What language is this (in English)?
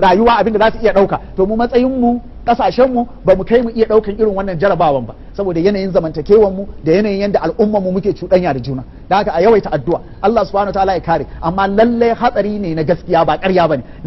Hausa